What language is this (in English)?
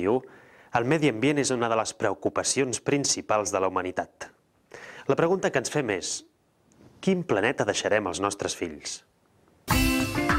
Catalan